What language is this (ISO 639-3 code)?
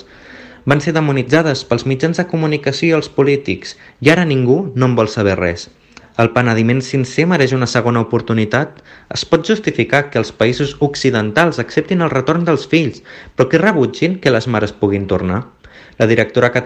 cat